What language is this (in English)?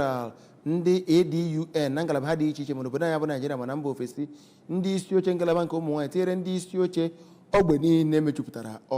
Igbo